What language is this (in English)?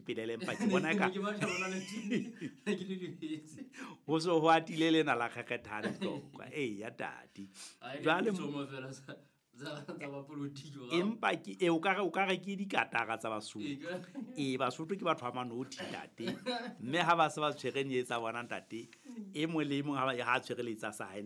Southern Sotho